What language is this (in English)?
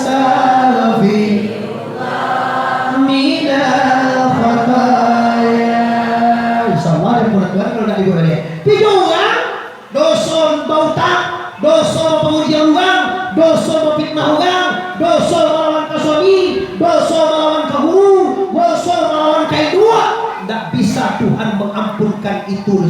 Minangkabau